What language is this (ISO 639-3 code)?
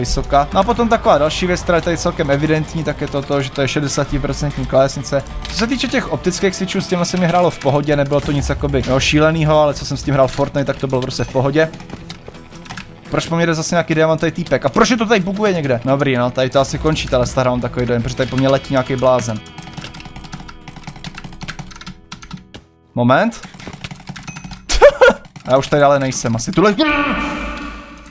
ces